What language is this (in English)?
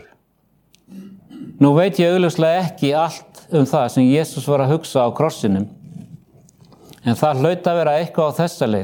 Icelandic